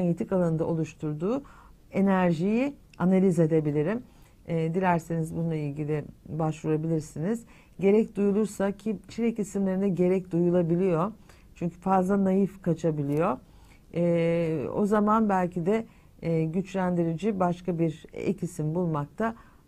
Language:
Turkish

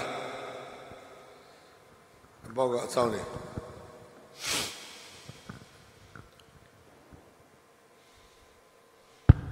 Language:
Burmese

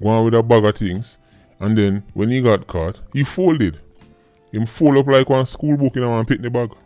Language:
Jamaican Creole English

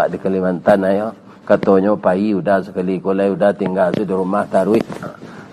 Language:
Minangkabau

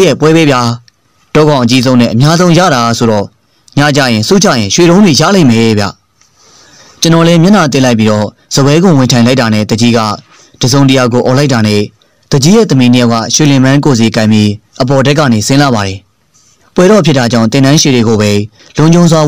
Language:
Burmese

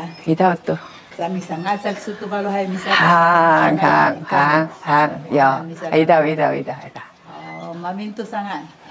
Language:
Sakizaya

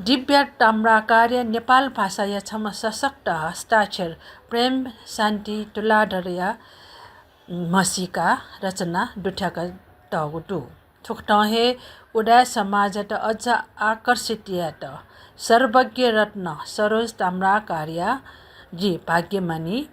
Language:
Newari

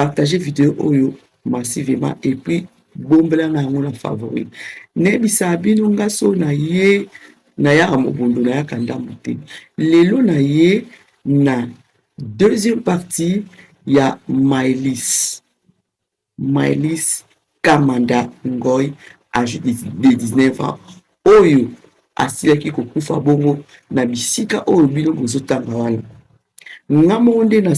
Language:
Lingala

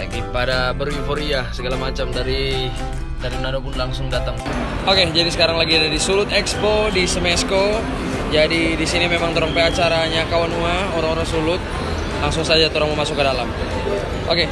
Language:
Manado Malay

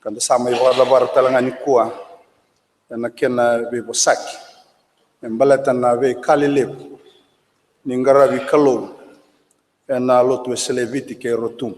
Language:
Fijian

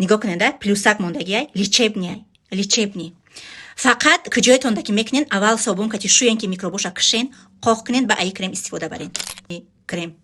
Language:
Tajik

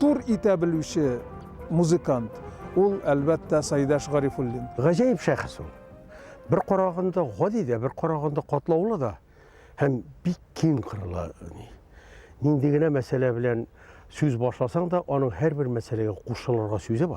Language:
Tatar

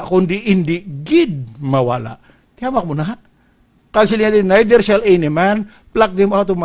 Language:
Hiligaynon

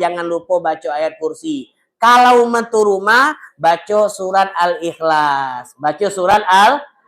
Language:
Musi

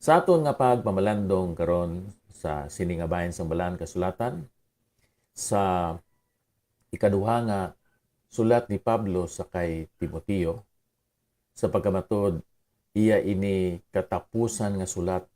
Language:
Hiligaynon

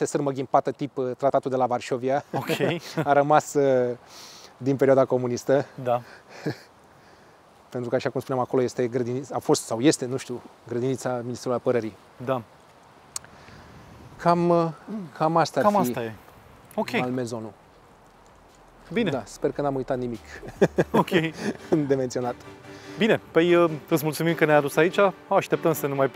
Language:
Romanian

